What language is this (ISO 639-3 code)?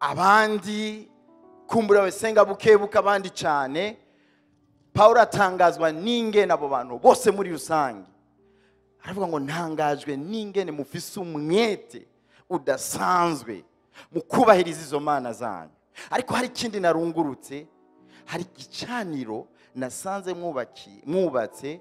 run